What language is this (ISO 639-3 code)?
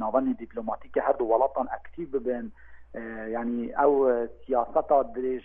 kur